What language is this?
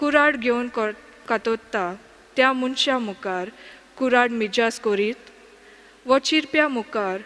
Konkani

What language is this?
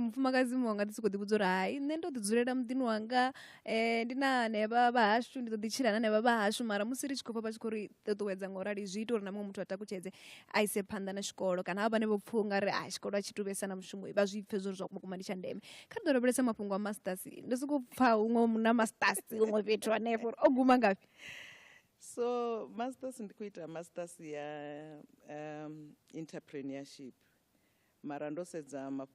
Venda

